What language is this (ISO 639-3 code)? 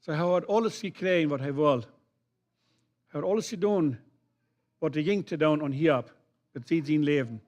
pdt